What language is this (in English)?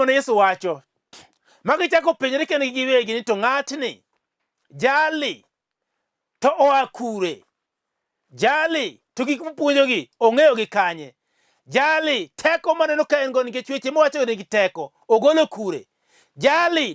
Luo (Kenya and Tanzania)